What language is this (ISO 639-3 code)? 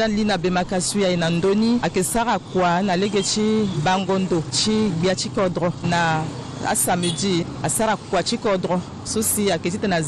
sag